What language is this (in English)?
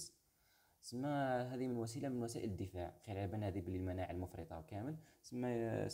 Algerian Arabic